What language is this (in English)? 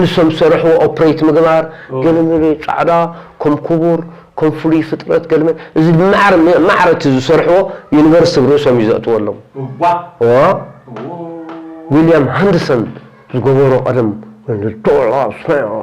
Tigrinya